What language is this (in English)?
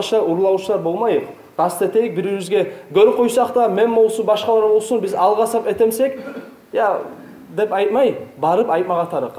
Kumyk